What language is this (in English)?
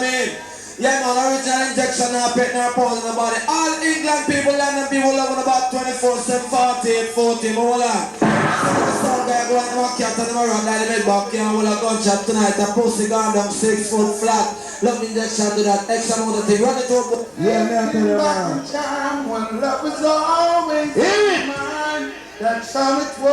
Jamaican Creole English